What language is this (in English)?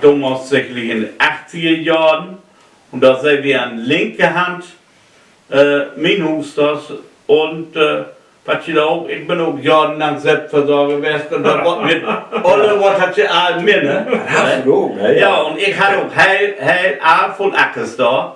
Low German